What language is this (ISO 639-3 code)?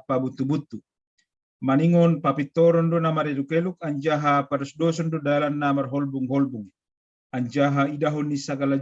bts